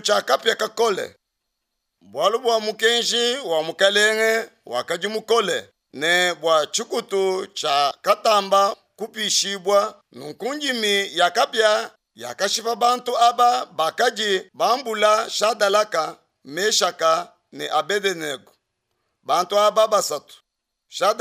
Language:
Luba-Lulua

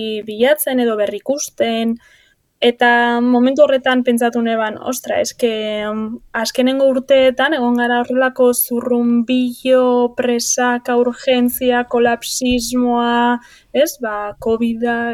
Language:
Basque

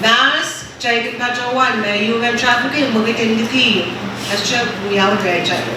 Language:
Pohnpeian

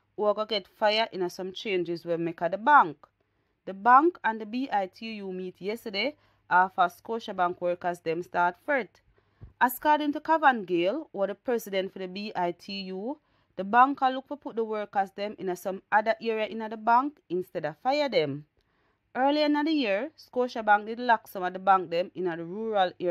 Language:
Jamaican Creole English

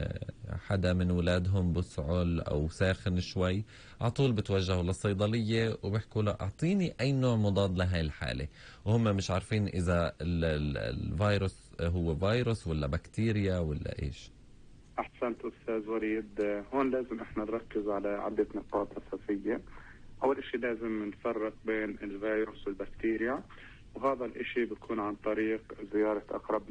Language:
North Levantine Arabic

